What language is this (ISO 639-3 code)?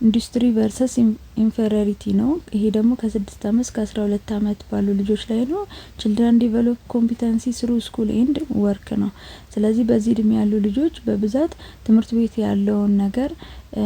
amh